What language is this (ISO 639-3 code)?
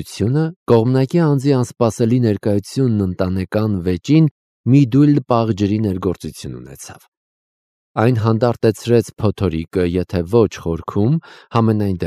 hye